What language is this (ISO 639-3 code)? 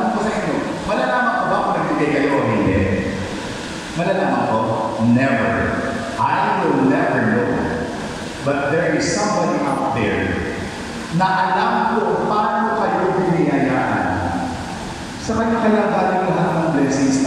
fil